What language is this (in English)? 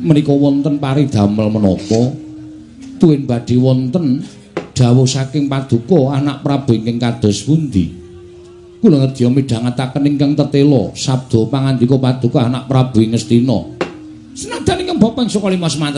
Javanese